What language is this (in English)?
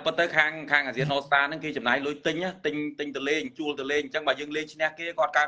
Khmer